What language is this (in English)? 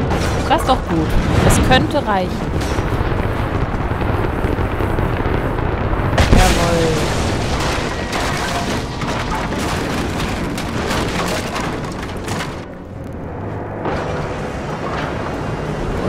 German